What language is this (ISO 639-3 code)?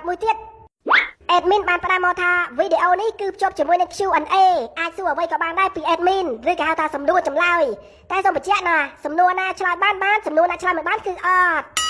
khm